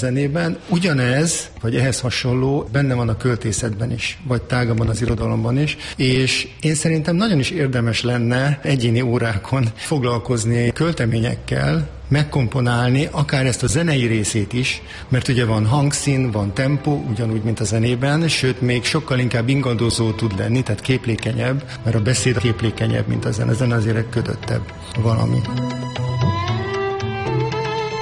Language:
Hungarian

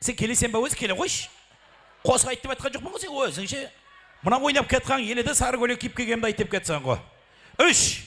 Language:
Kara-Kalpak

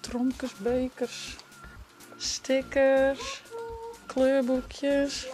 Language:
Western Frisian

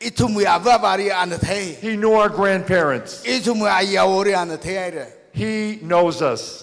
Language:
Tangkhul Naga (India)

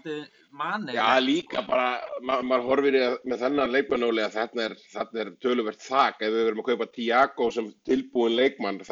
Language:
Icelandic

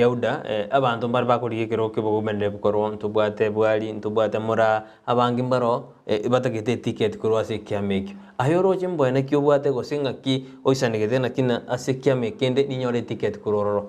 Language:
Gusii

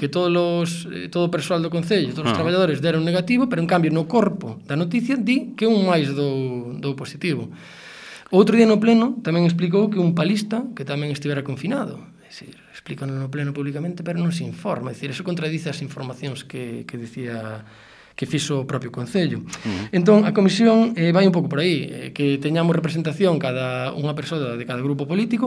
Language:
Galician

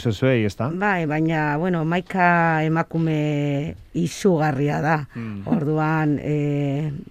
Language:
Basque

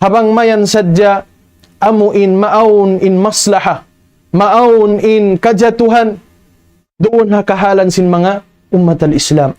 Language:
Tausug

